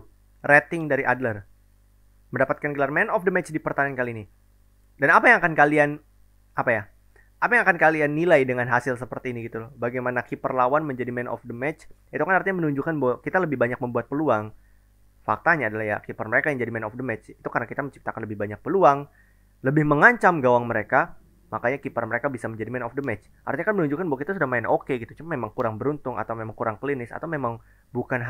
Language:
Indonesian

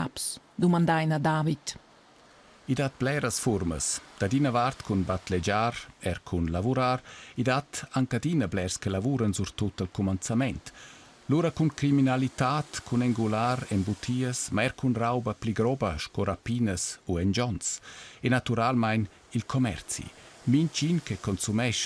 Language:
Romansh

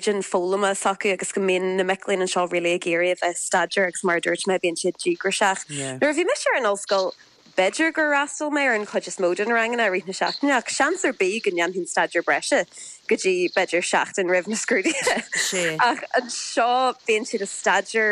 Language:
Irish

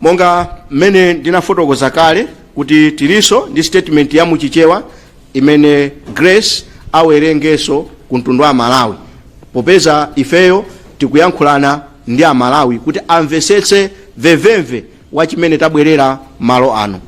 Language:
Nyanja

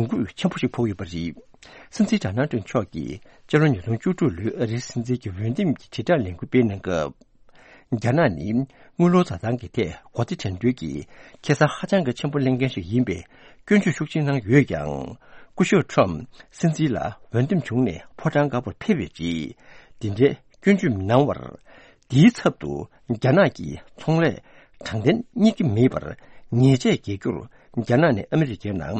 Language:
Tibetan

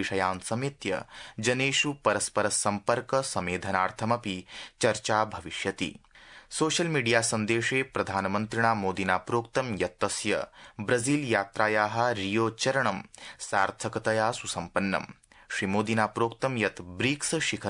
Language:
Sanskrit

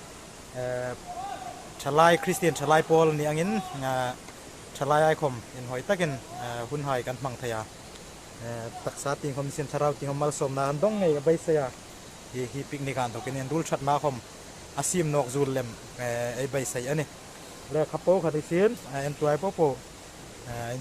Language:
Hmar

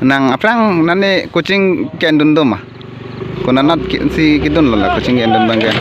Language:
Karbi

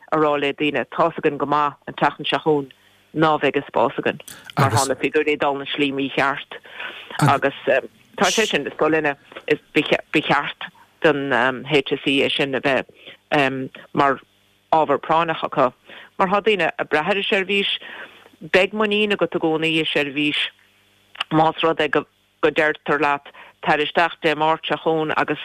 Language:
Irish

